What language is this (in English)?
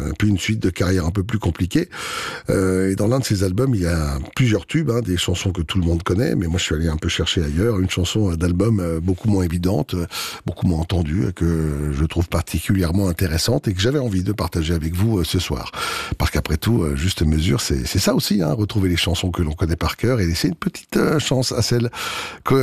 French